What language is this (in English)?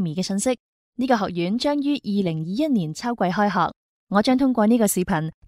Cantonese